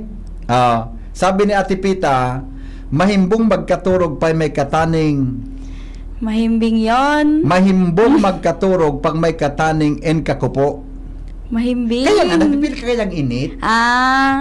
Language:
Bikol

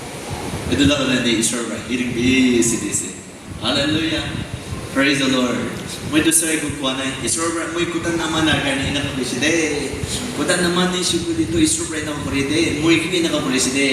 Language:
Naga Pidgin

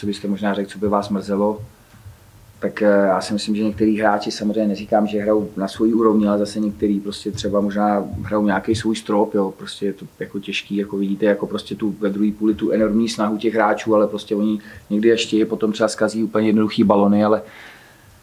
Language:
Czech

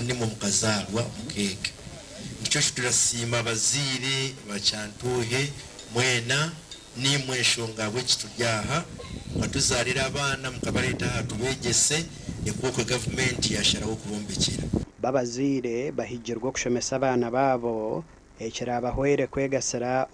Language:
Nyankole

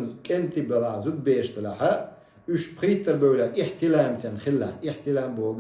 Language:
Chechen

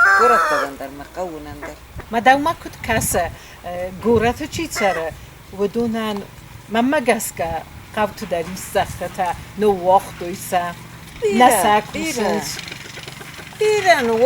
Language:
Ossetic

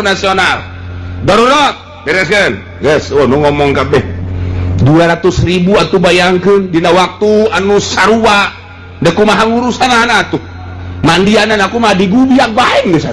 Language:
Sundanese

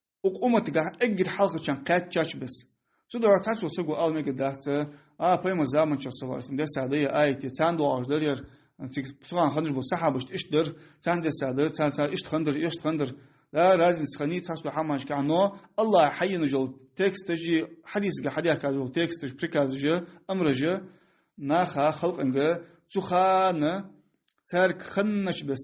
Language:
Ingush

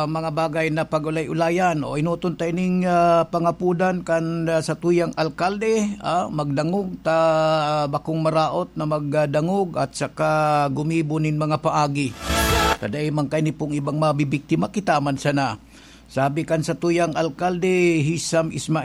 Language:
Bikol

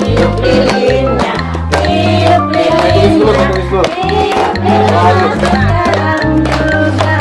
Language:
Musi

